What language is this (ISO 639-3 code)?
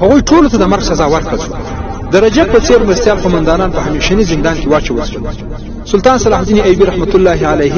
pus